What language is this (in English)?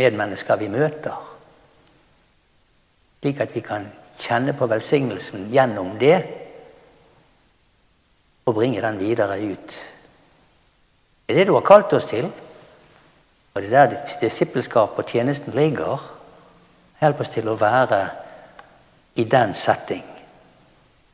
Norwegian